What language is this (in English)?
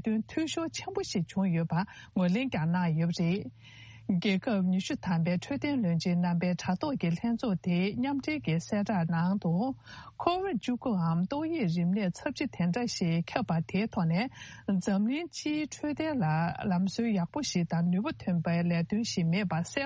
Tibetan